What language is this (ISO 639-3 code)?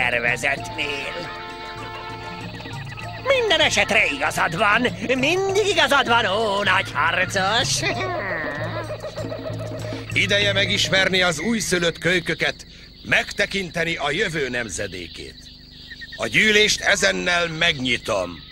hun